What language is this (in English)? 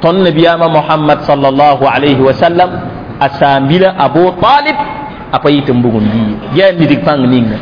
Mossi